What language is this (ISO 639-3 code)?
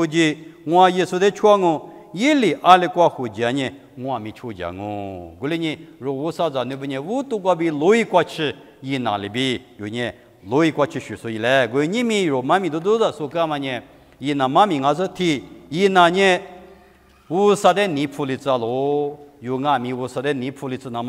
lis